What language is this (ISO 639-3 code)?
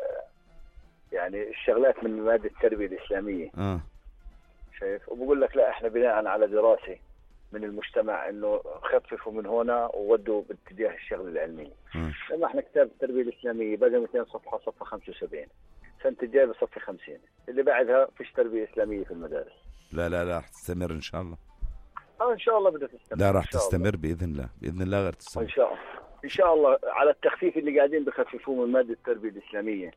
apc